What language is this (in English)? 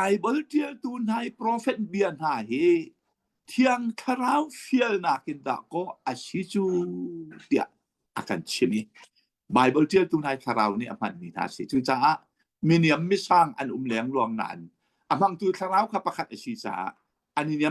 Hakha Chin